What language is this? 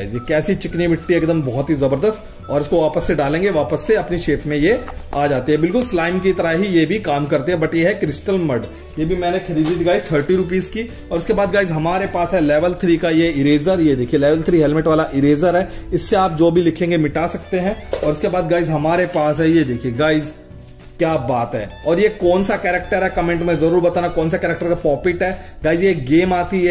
Hindi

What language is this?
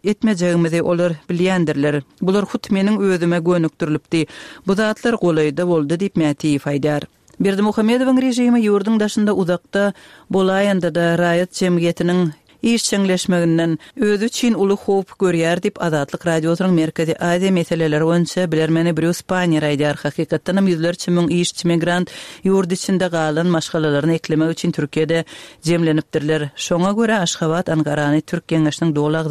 Turkmen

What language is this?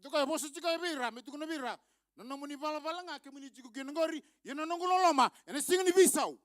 Fijian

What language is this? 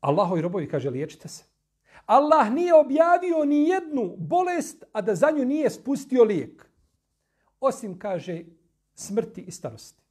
Bosnian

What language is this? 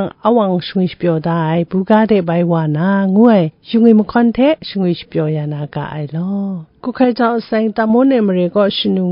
Kachin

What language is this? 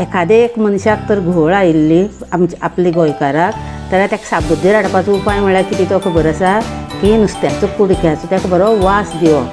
Konkani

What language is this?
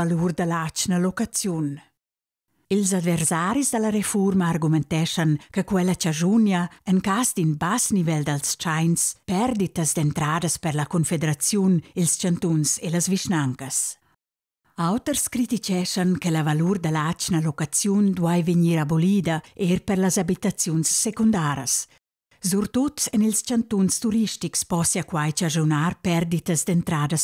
Romansh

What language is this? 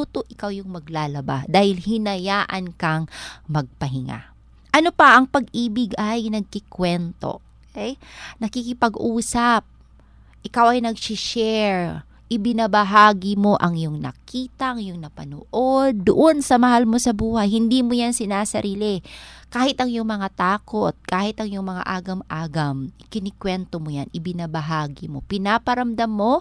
Filipino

